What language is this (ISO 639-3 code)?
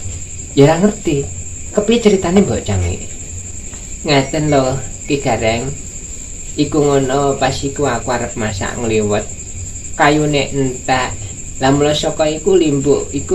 jav